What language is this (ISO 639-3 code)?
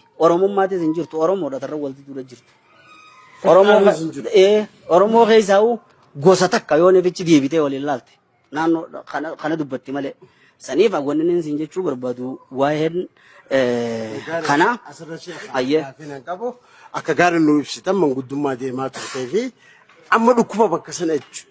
orm